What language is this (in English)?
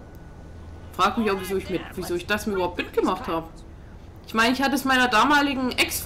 German